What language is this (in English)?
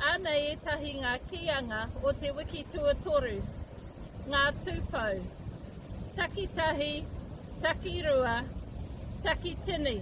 Māori